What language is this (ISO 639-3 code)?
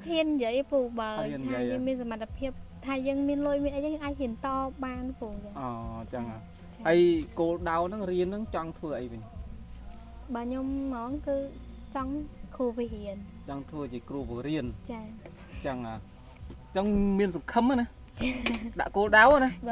khm